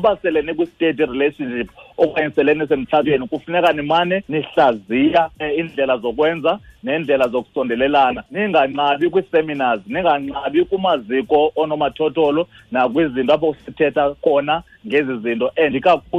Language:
Xhosa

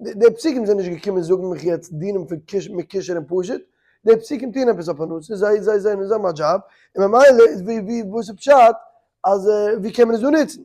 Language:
Yiddish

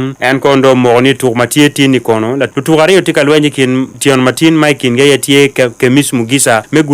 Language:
Acoli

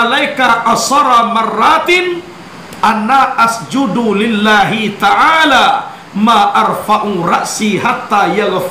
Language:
Minangkabau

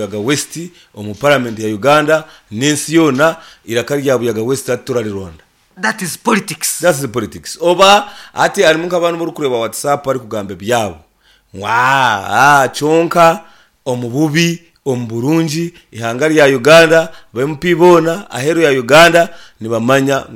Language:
Nyankole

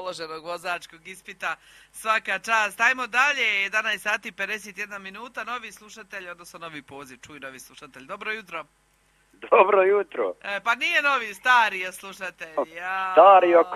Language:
Croatian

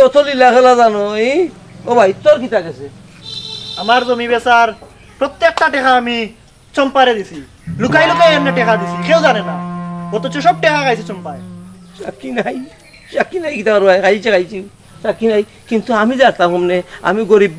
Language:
Sylheti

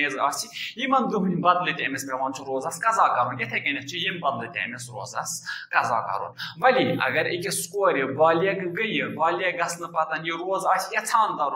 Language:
Kashmiri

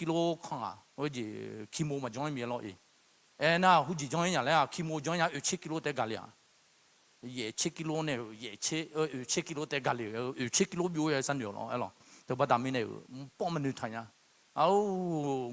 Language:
Akha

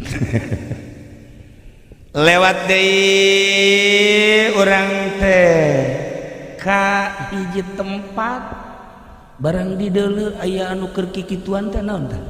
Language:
Sundanese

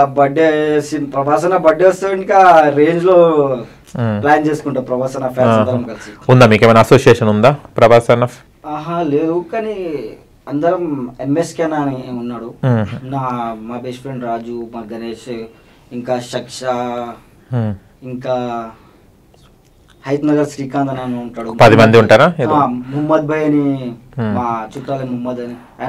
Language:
Telugu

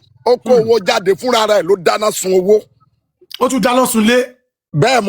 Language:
Yoruba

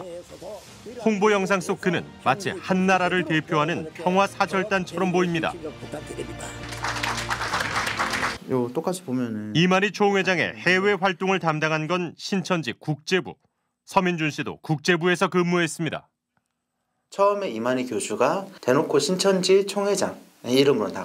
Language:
Korean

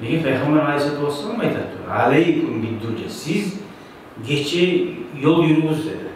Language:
Kumyk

